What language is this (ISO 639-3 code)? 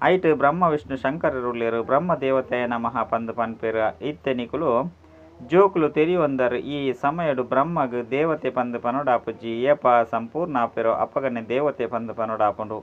tcy